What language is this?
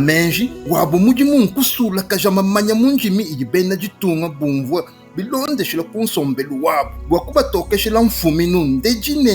Luba-Lulua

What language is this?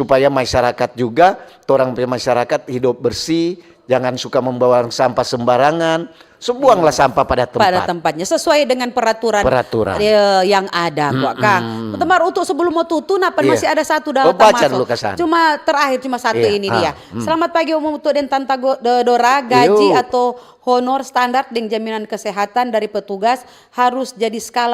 Manado Malay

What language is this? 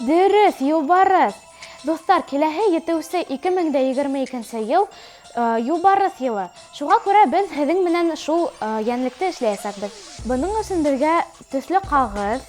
Bashkir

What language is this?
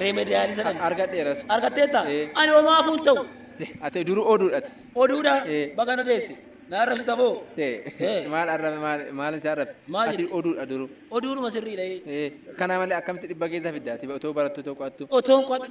Oromo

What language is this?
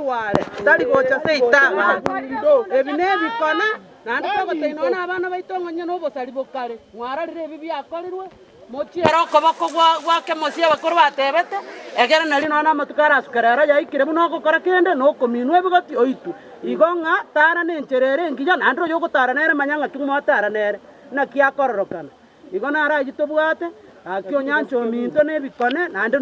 Gusii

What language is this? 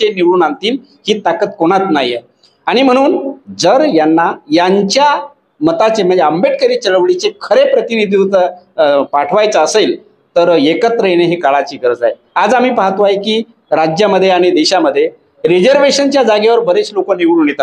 Marathi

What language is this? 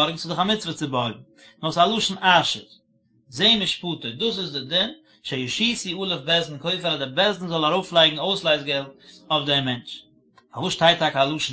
Yiddish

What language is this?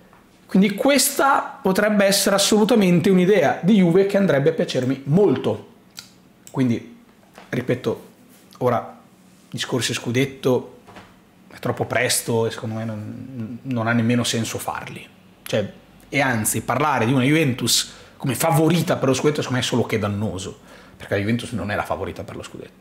Italian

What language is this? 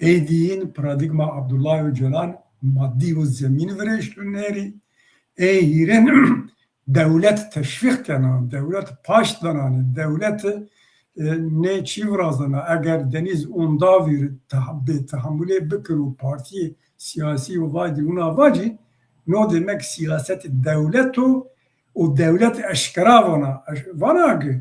Zaza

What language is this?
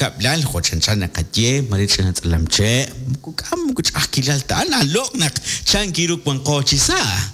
Kekchí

